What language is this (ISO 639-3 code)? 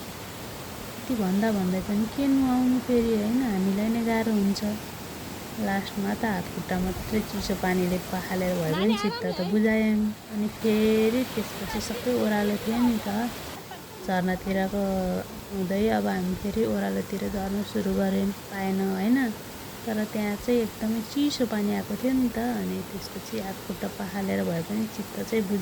nep